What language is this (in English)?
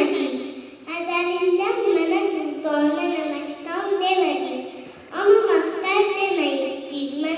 South Azerbaijani